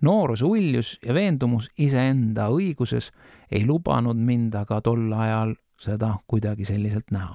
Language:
Estonian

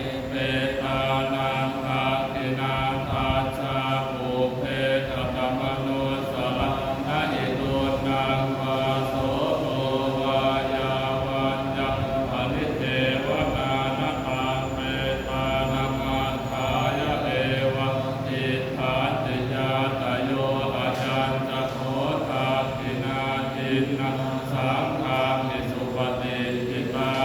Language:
Pali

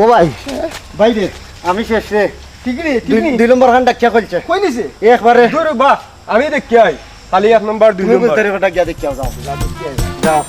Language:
Sylheti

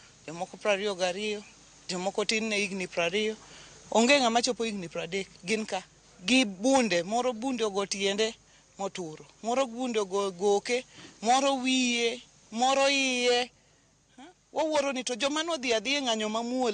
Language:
Luo (Kenya and Tanzania)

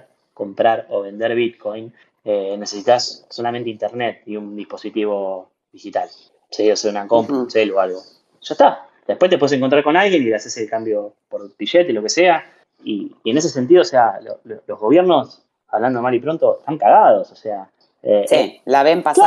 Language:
Spanish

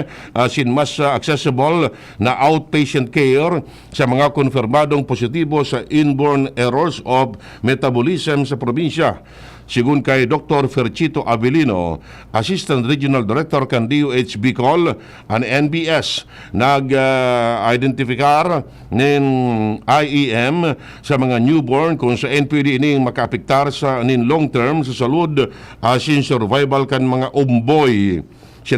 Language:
Bikol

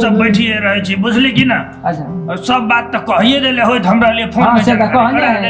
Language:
Maithili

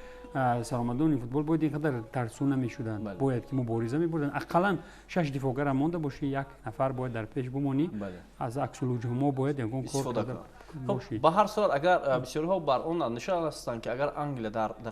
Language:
Tajik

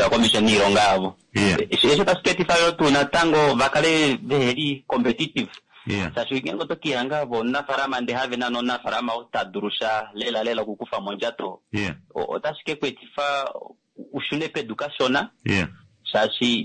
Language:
Kuanyama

